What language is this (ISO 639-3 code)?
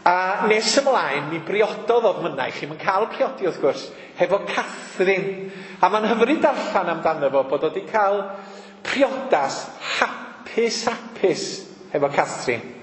cym